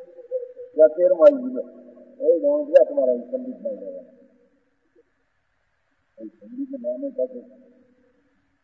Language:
Gujarati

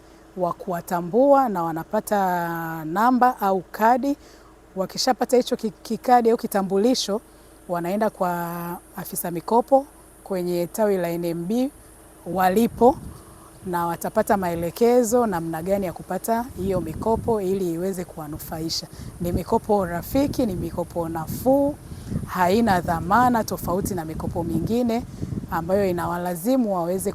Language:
Swahili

